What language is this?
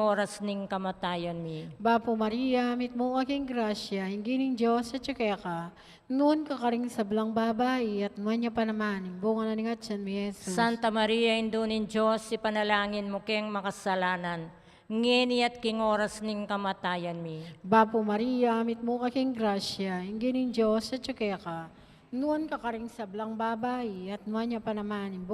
Pampanga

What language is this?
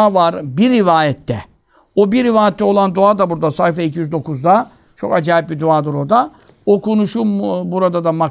Turkish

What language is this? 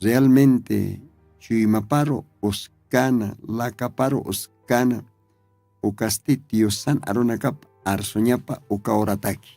Aymara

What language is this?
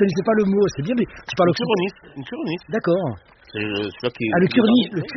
French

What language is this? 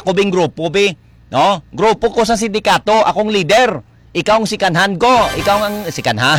Hiligaynon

